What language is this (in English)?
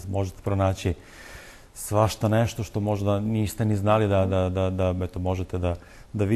Serbian